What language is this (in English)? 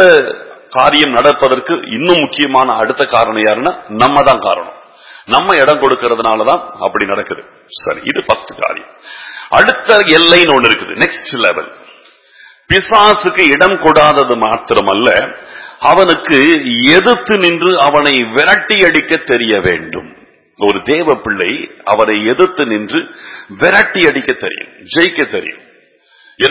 Tamil